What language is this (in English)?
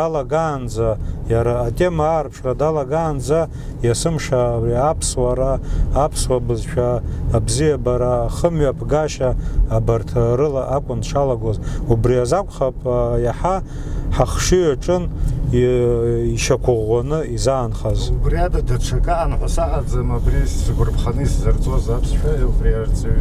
Abkhazian